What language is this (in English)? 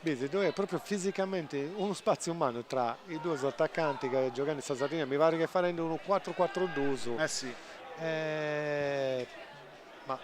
Sardinian